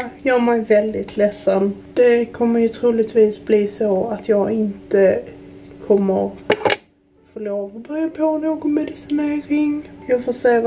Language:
Swedish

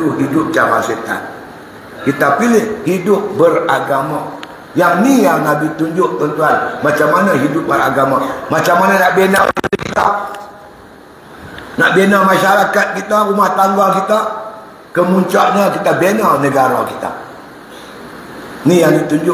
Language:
Malay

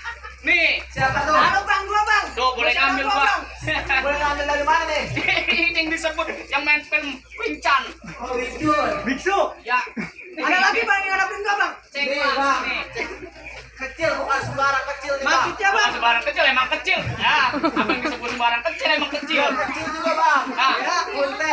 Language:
Betawi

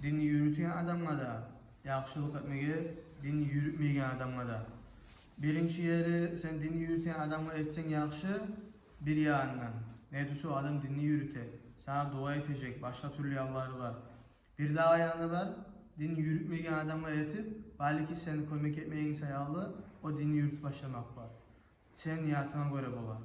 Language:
Kumyk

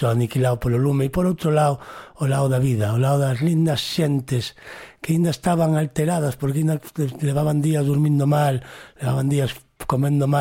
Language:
Galician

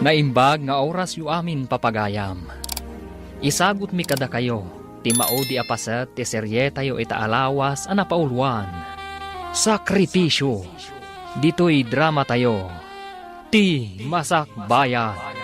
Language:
Iloko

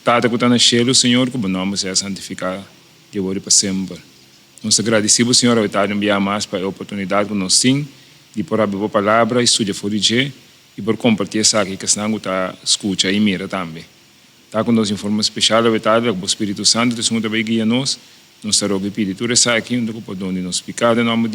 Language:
Papiamento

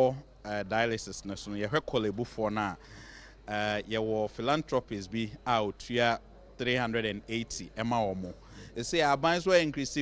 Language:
Akan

